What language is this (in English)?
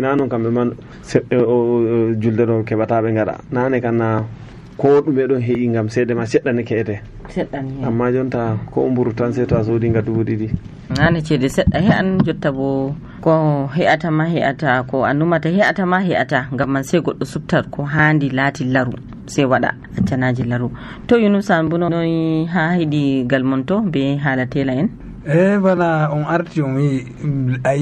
Nigerian Fulfulde